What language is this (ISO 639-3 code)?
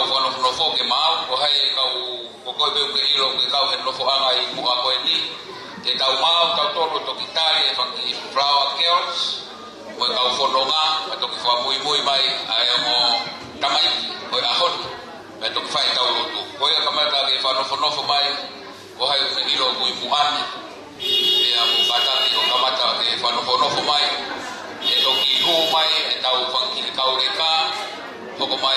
ton